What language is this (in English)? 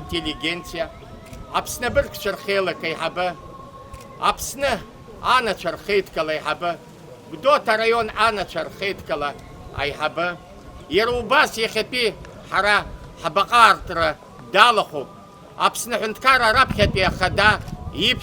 Abkhazian